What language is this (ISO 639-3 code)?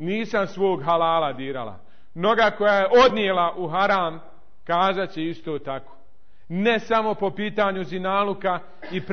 bos